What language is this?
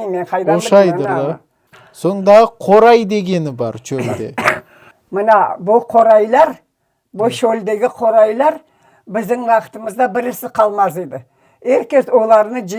Crimean Tatar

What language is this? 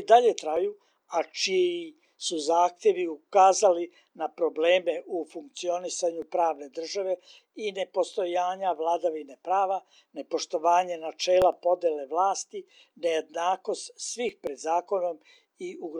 Serbian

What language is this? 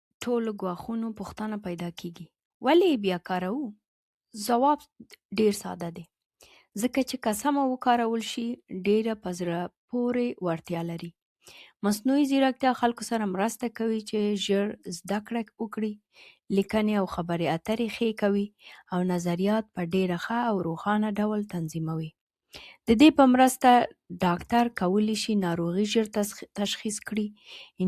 Pashto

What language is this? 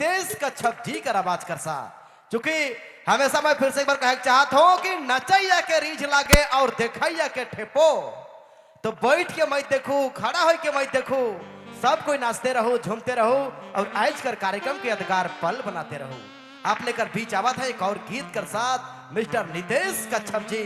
Sadri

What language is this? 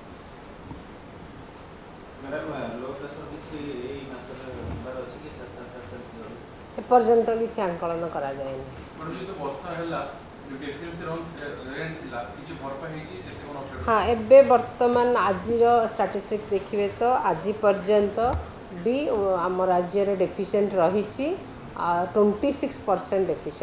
Odia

